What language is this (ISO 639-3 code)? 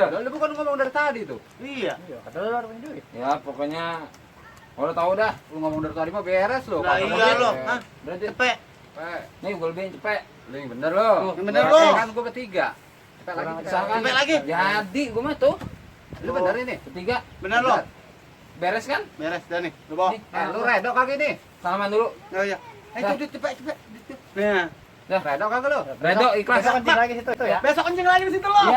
bew